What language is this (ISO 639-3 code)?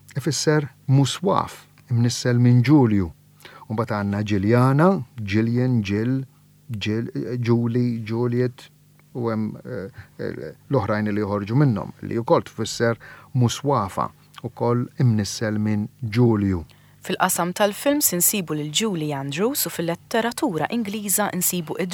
mlt